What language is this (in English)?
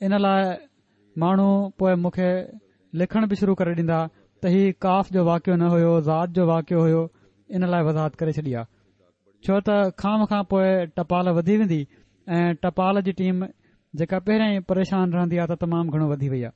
Sindhi